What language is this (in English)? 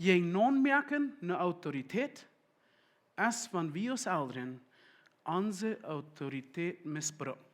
Plautdietsch